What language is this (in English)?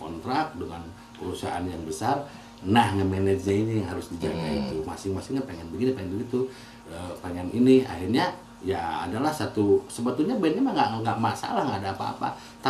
Indonesian